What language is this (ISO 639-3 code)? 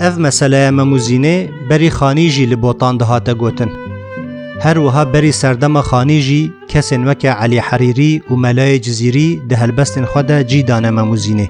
kur